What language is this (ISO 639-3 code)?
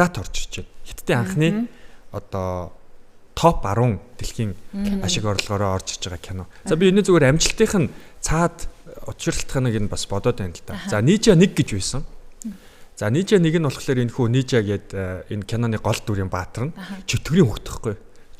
mon